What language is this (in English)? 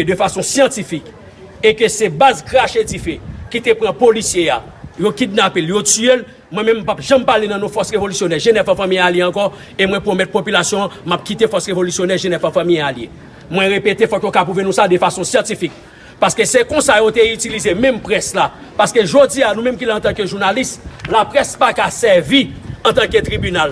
Haitian Creole